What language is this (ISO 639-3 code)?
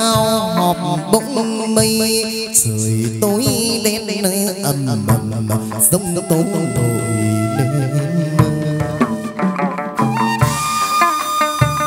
vie